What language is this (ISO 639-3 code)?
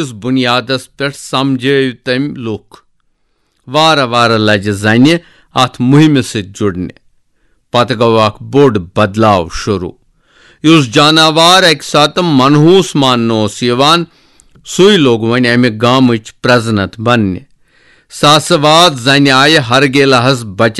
kas